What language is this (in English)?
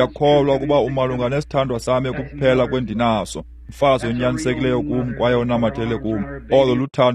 Xhosa